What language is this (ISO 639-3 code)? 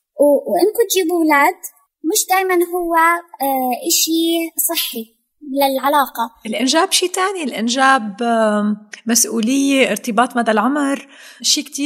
apc